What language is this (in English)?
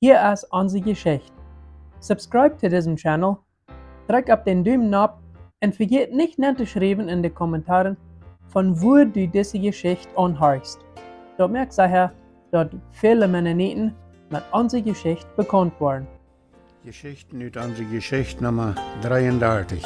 Plautdietsch